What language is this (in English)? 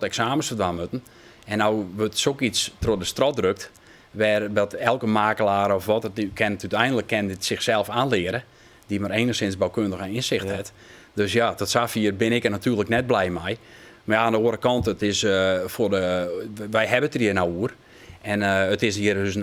Western Frisian